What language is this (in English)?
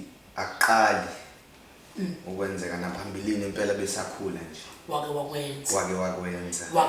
Zulu